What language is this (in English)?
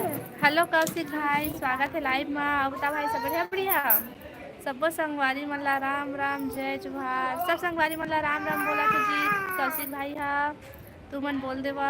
Chhattisgarhi